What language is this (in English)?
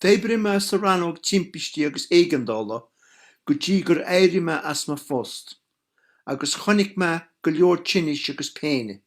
Irish